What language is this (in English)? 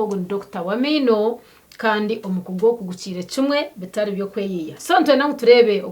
Nyankole